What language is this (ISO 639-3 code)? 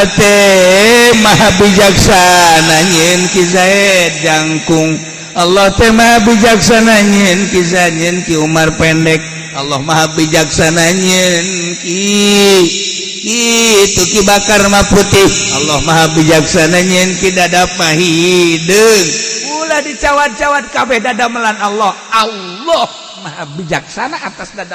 sun